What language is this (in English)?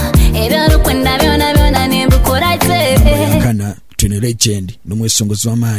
Nyankole